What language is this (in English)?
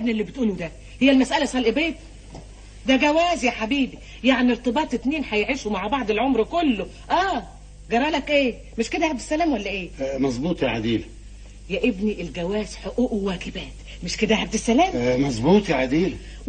Egyptian Arabic